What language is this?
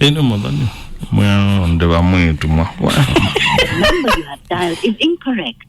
Kamba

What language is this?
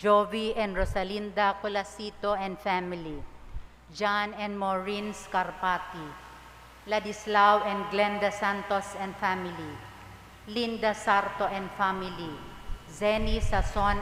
Bikol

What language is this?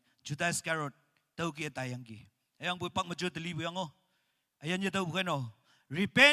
Naga Pidgin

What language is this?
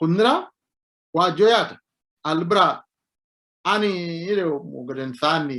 Sidamo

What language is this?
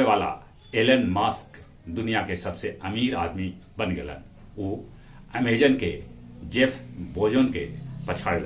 Magahi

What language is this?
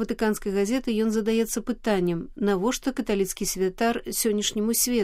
Belarusian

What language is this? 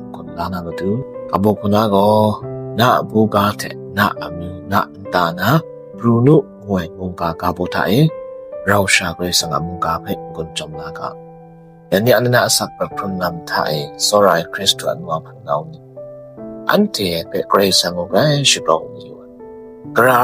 Kachin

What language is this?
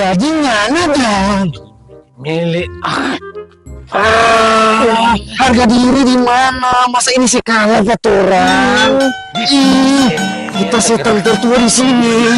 Manado Malay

